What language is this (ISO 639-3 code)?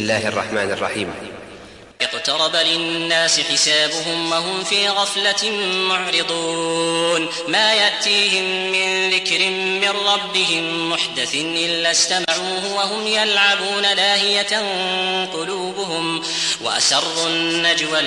ara